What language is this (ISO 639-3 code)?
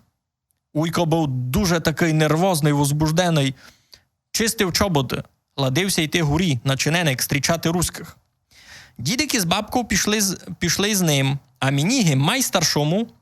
rue